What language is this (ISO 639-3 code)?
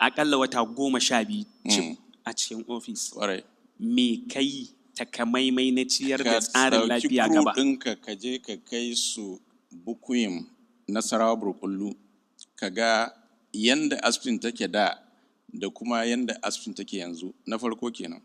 hau